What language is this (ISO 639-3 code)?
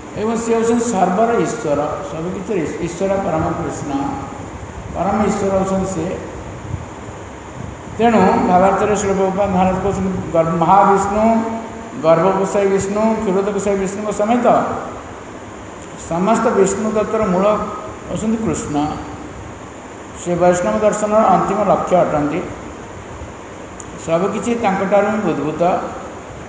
ori